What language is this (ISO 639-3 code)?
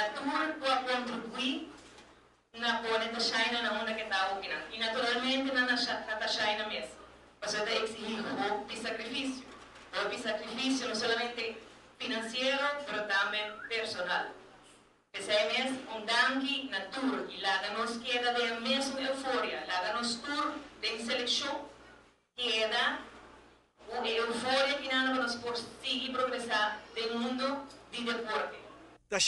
pap